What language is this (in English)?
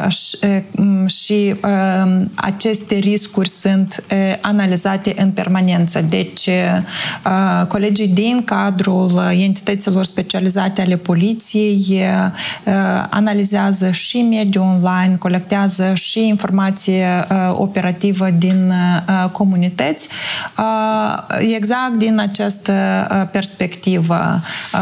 Romanian